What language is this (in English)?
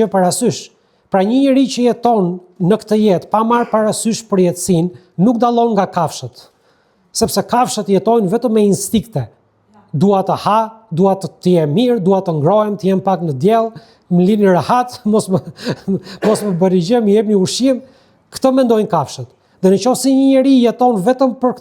Albanian